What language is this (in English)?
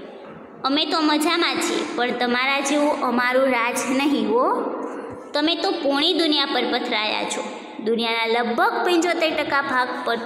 Gujarati